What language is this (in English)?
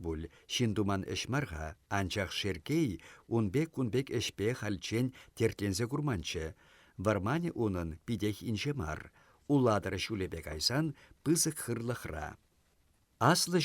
Chuvash